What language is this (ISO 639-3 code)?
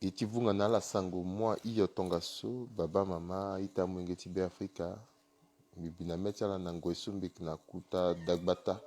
sag